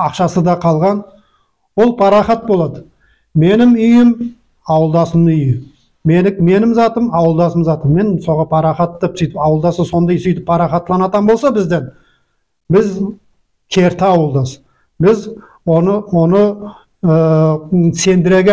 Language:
Nogai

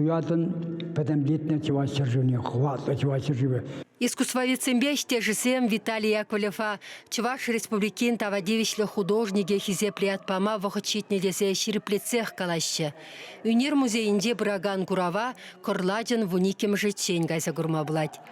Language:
Chuvash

